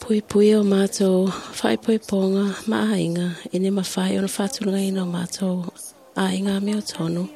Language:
Samoan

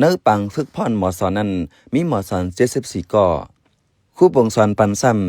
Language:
Shan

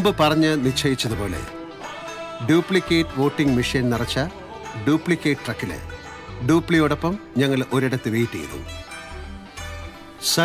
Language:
Malayalam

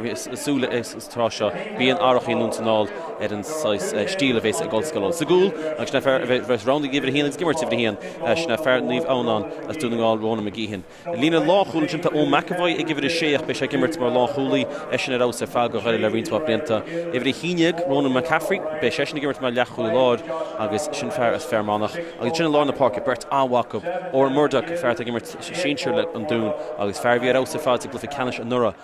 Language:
Irish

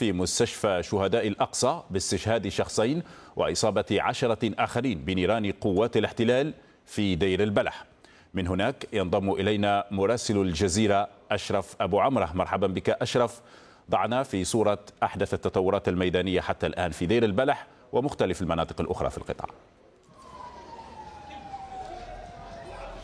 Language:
Arabic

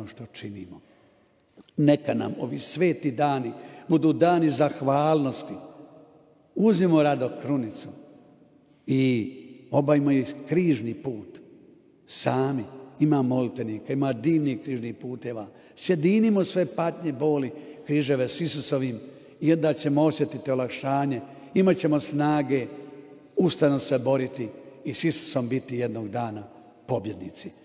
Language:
Croatian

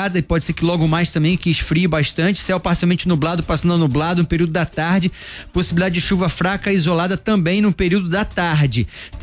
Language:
Portuguese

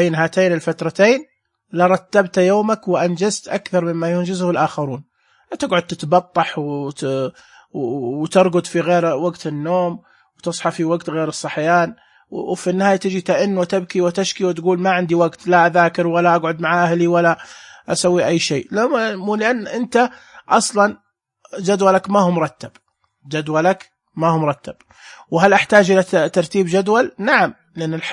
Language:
Najdi Arabic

